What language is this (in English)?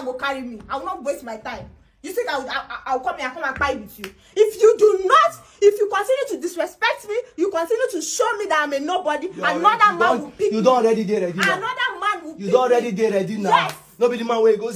Nigerian Pidgin